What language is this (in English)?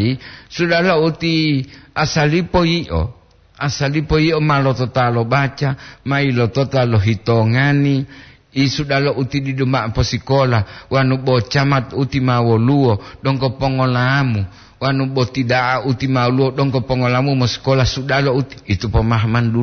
Gorontalo